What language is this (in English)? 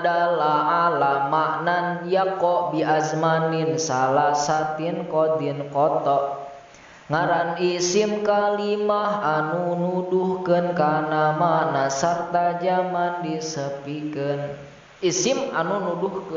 Sundanese